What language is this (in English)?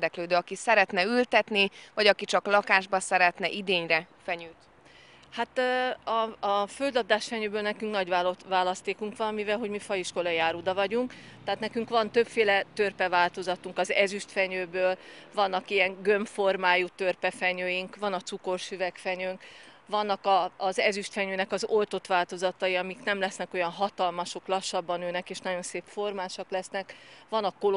Hungarian